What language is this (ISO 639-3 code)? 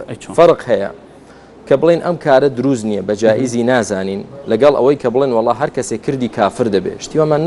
ckb